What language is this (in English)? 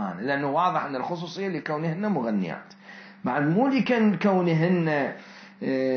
Mesopotamian Arabic